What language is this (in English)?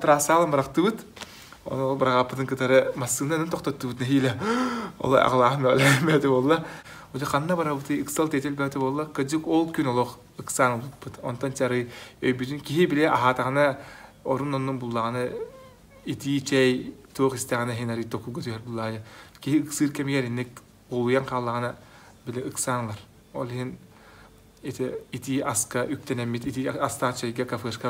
Yakut